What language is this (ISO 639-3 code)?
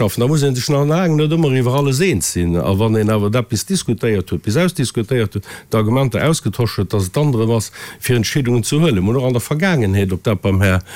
ltz